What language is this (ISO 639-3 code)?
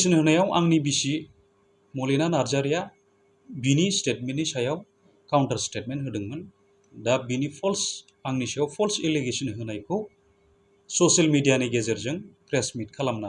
brx